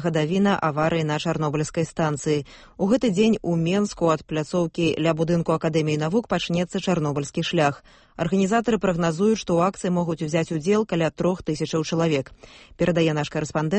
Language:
Belarusian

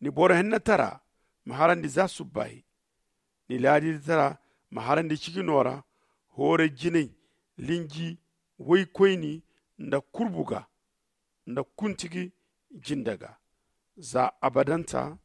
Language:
Zarma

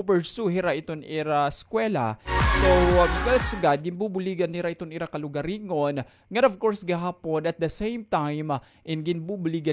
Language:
Waray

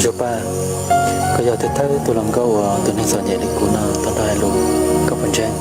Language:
Hmong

